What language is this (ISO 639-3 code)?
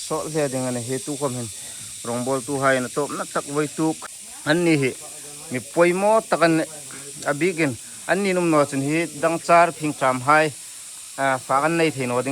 hmr